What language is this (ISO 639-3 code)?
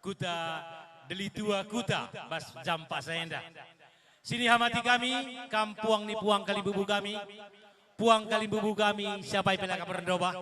btx